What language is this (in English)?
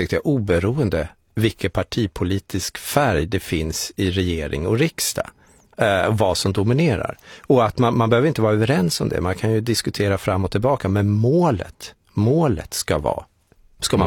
Swedish